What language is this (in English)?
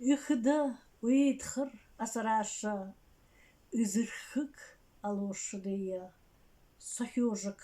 Buriat